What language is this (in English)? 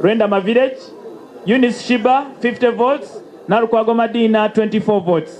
Nyankole